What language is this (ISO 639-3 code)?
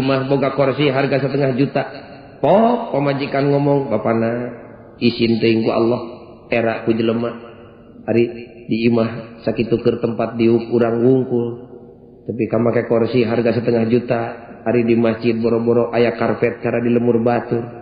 sun